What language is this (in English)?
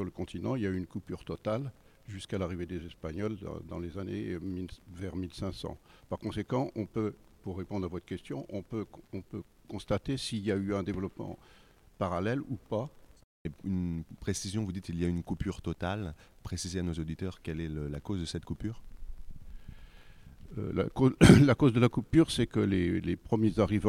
French